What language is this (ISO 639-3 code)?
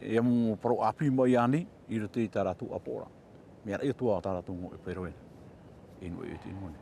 tah